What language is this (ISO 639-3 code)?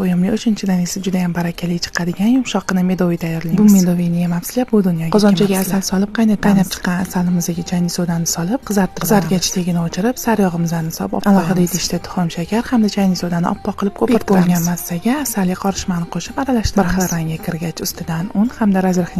uzb